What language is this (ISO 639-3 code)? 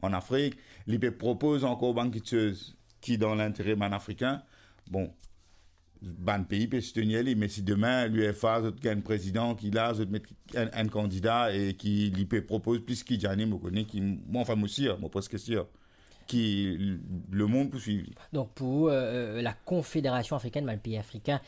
mfe